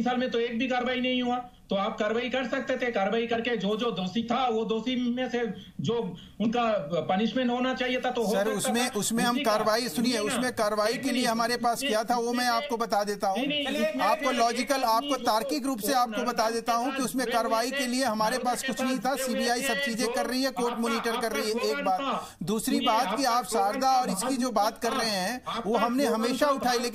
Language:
Hindi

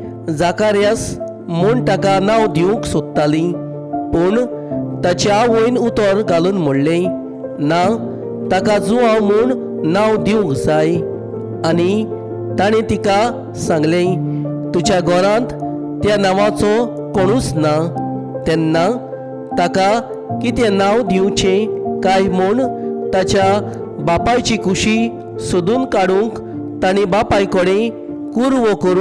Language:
Konkani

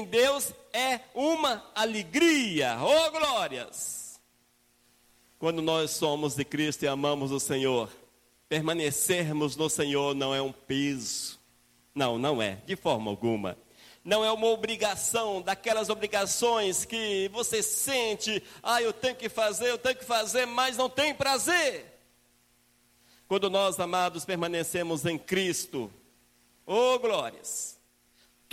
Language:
Portuguese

